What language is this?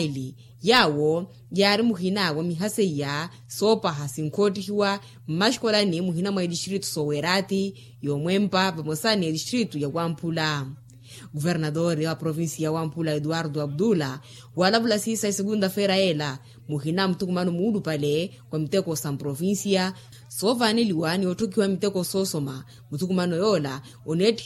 Makhuwa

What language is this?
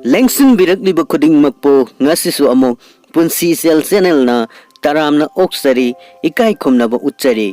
Manipuri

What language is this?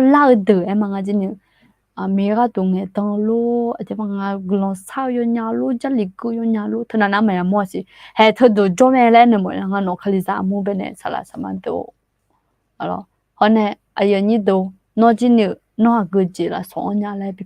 Akha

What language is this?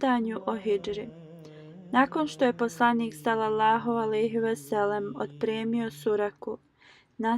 Bosnian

